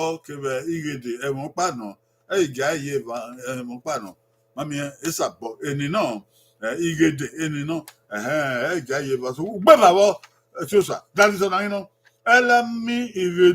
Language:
Bini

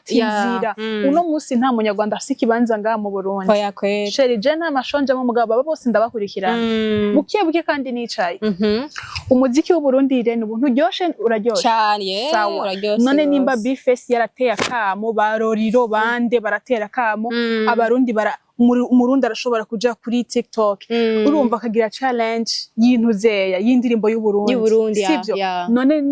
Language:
Rundi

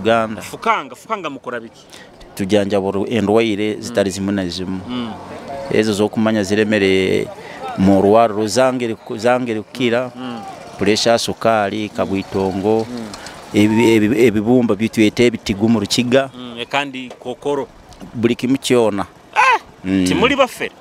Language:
Nyoro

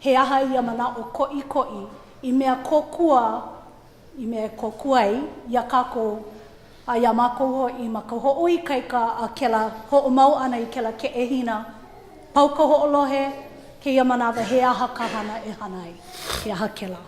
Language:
Hawaiian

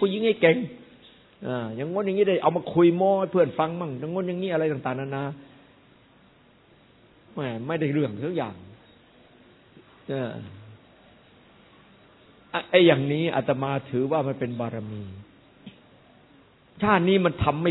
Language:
Thai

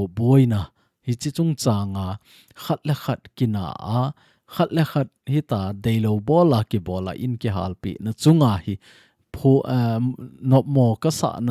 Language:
Thado Chin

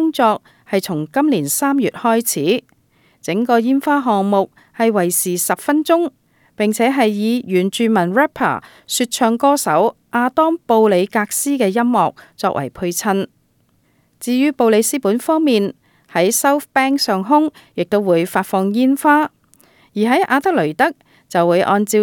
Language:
Cantonese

